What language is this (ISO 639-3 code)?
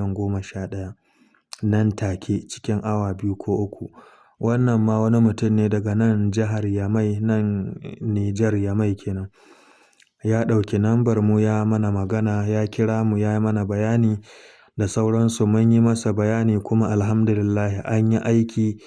hau